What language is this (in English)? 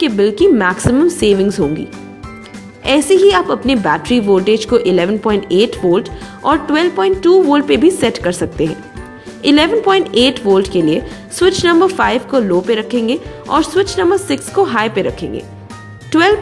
Hindi